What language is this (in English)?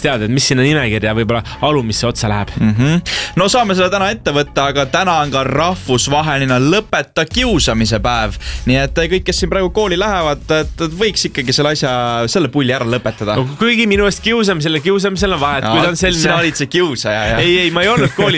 Estonian